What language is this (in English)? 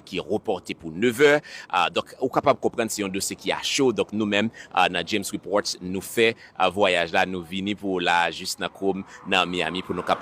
Haitian Creole